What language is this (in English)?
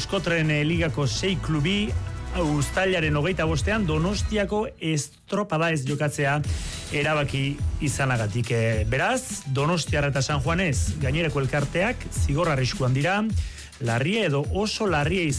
Basque